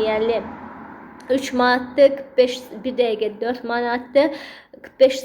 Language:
Azerbaijani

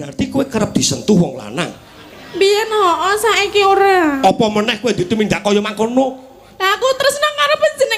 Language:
Javanese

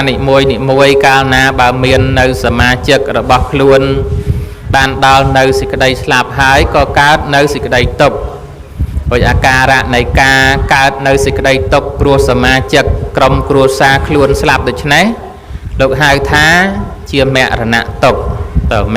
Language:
Khmer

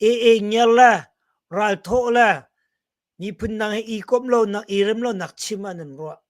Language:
Hakha Chin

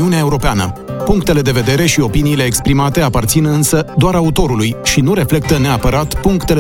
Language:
Romanian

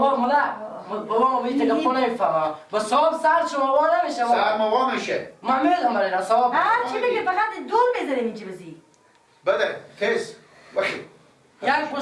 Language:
Persian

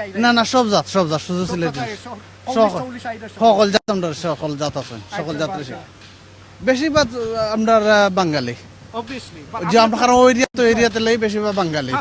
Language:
Sylheti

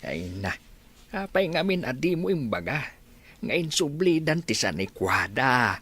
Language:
Iloko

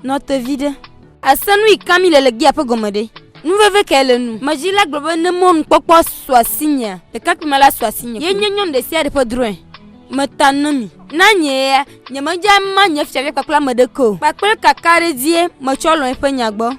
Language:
Ewe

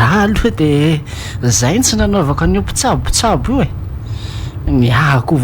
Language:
Malagasy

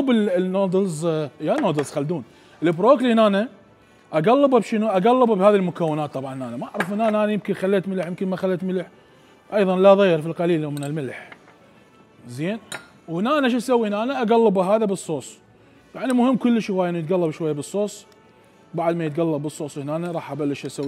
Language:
Mesopotamian Arabic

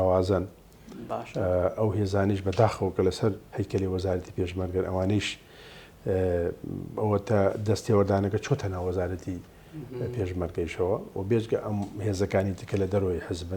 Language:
Central Kurdish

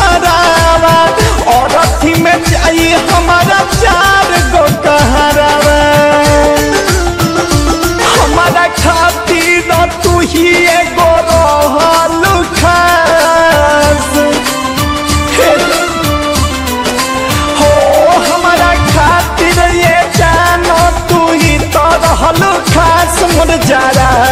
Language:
Bhojpuri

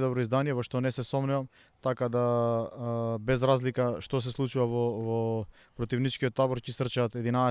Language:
Macedonian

